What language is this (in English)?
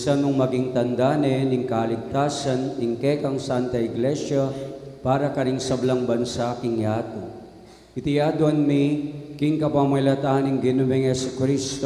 Pampanga